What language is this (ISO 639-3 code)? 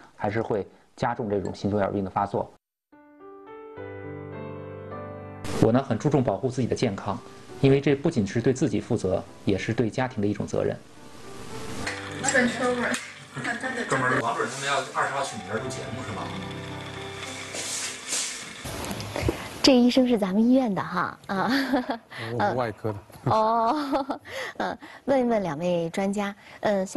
zho